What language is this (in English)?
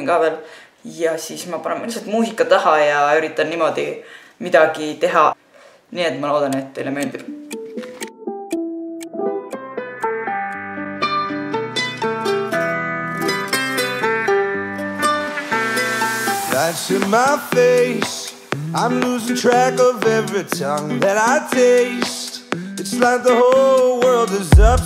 Estonian